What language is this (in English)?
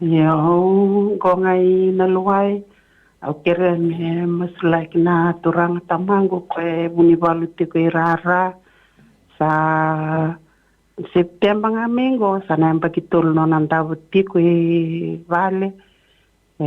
Fijian